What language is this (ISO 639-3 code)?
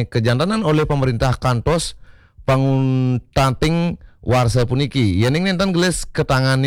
ban